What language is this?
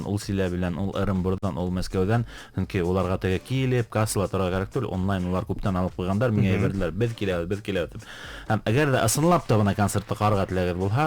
Bashkir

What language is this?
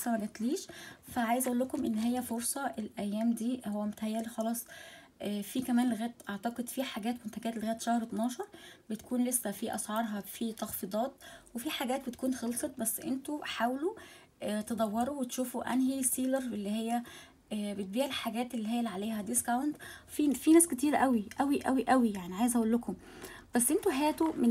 Egyptian Arabic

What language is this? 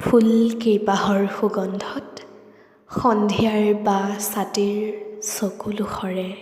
Assamese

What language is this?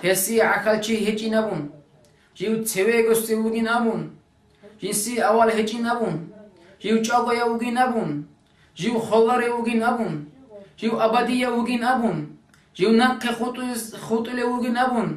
Avaric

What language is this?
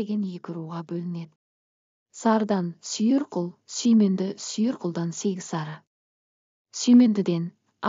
Kazakh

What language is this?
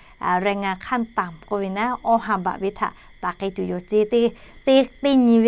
Lahu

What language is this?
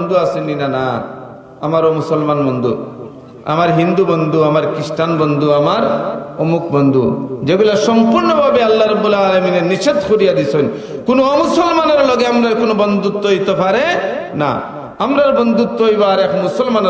Sylheti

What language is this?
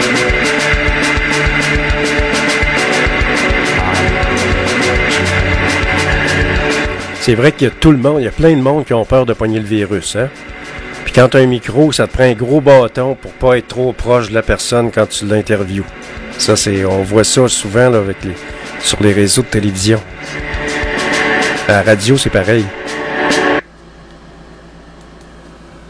French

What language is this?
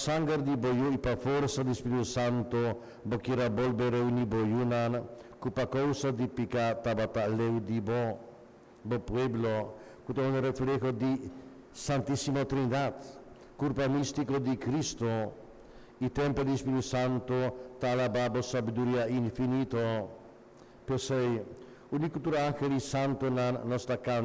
Papiamento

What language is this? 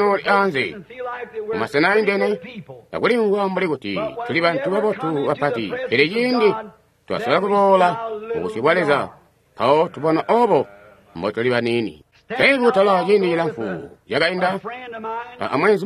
Tonga (Zambia)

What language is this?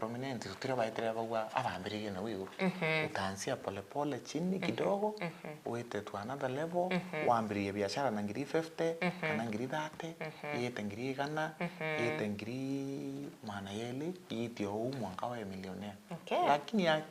Meru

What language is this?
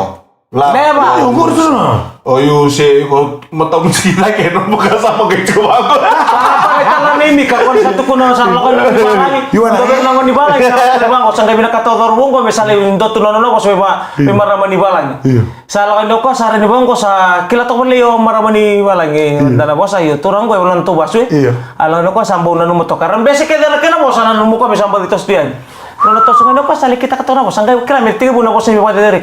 Fijian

